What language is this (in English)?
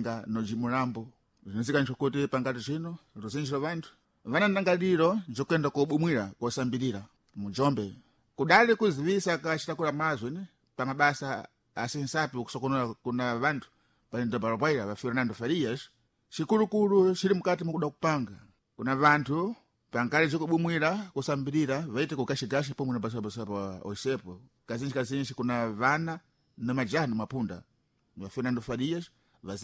Sena